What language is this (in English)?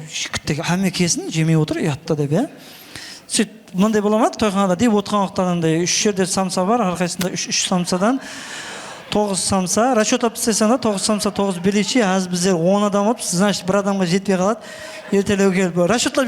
Kara-Kalpak